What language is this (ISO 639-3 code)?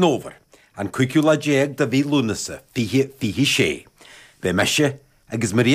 gle